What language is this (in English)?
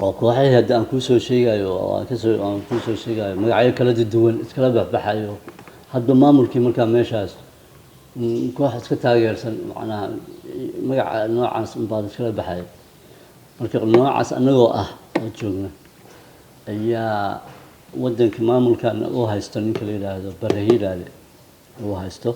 Somali